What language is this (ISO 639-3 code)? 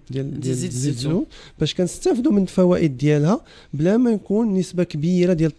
ary